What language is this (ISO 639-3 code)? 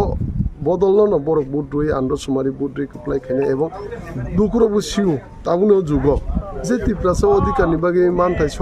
trp